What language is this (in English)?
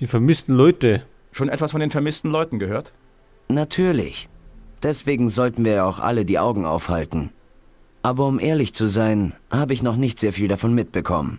Bavarian